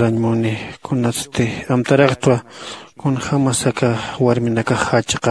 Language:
Aymara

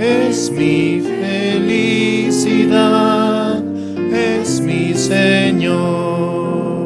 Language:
Aymara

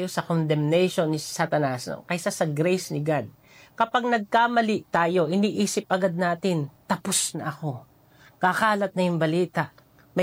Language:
Filipino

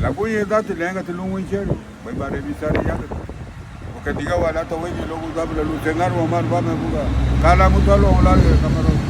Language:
Garifuna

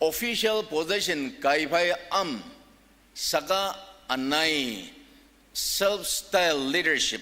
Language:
Ao Naga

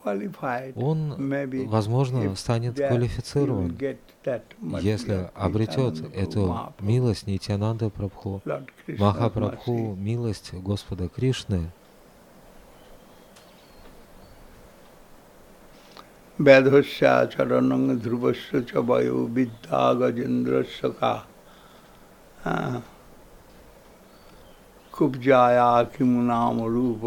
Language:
Russian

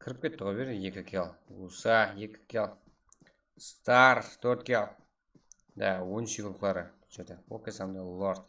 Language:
Kara-Kalpak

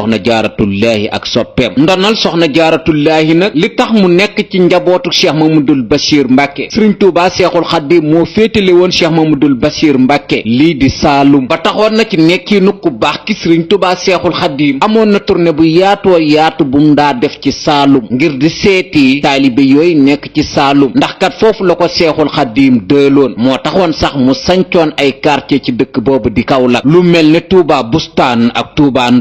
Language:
Wolof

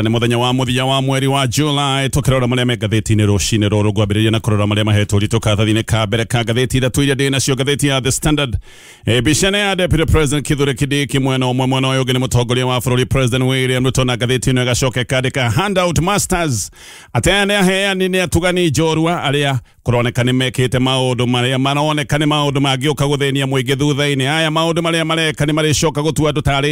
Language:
Kikuyu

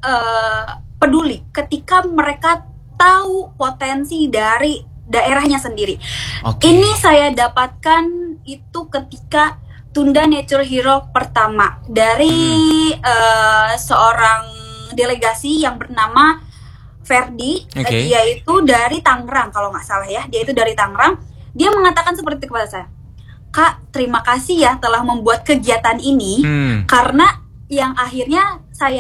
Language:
Indonesian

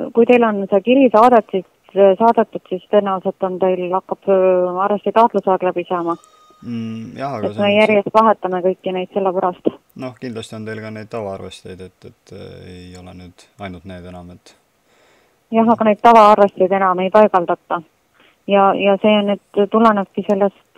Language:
Estonian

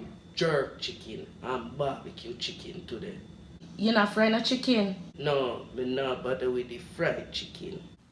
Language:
Jamaican Creole English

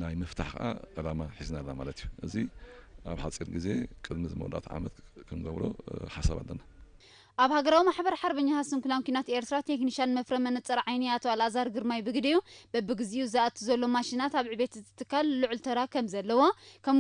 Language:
Tigrinya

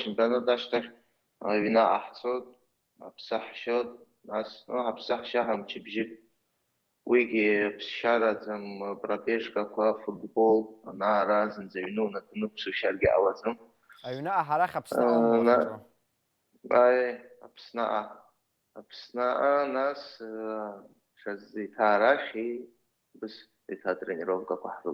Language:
Abkhazian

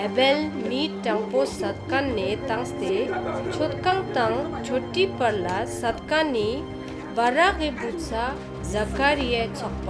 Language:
Ladakhi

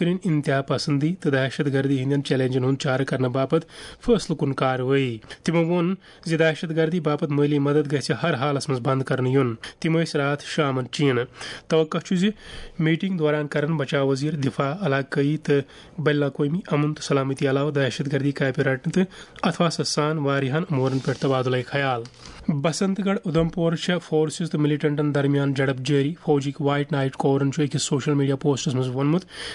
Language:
Kashmiri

